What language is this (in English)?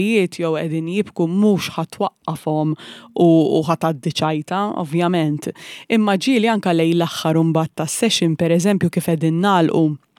Maltese